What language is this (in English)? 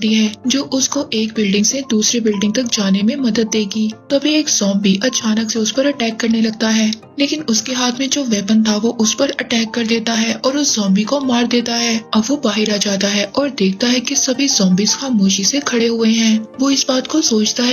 Hindi